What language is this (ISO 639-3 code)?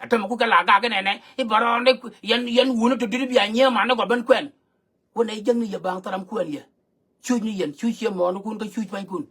nus